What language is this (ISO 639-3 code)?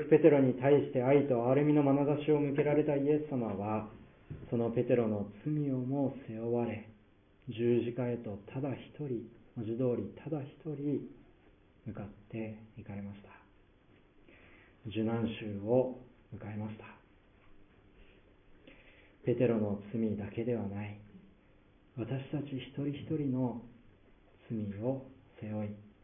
jpn